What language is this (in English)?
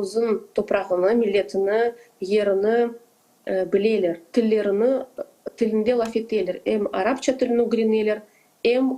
Crimean Tatar